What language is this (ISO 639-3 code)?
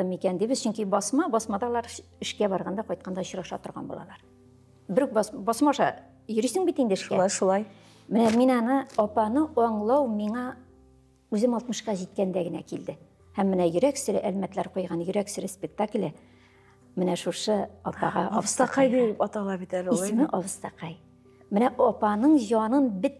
tat